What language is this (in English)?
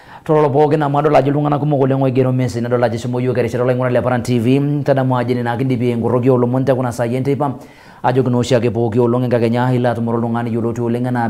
Masai